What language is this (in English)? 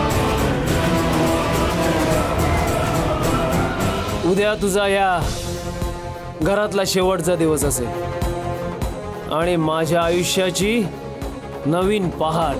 Marathi